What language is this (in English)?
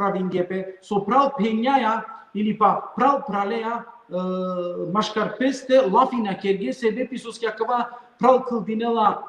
Balkan Romani